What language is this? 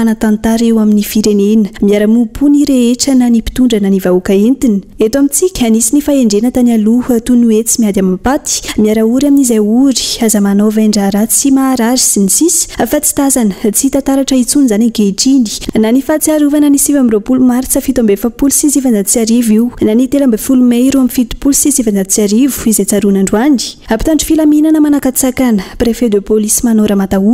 Malagasy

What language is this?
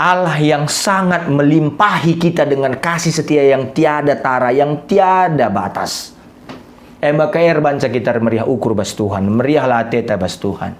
Batak Karo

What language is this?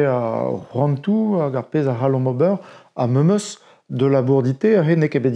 Breton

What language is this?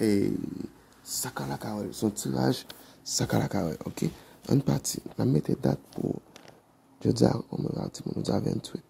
Haitian Creole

